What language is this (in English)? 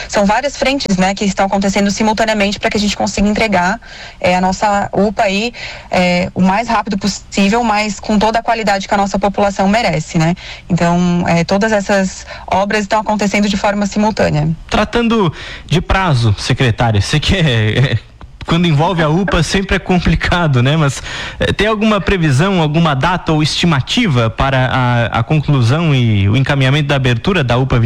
Portuguese